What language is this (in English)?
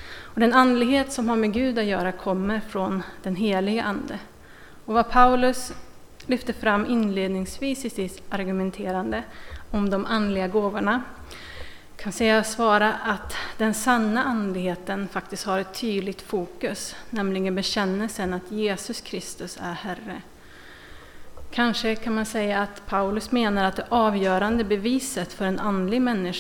Swedish